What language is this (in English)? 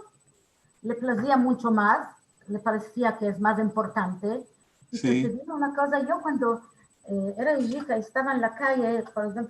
Ladino